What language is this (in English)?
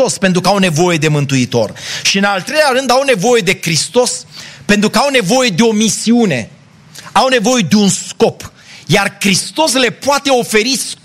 Romanian